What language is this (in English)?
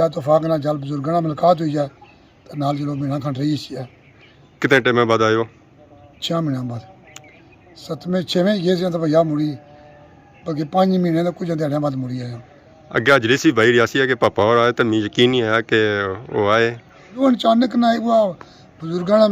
Pahari-Potwari